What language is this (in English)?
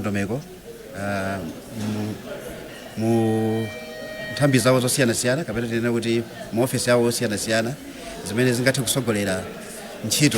Nyanja